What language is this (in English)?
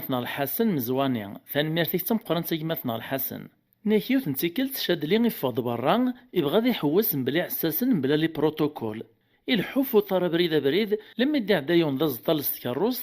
Kabyle